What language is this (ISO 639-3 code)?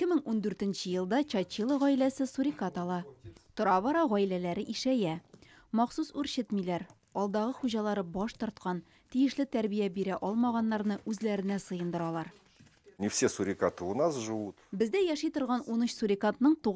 tat